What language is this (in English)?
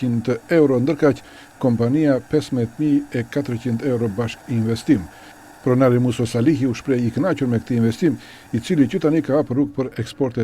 Albanian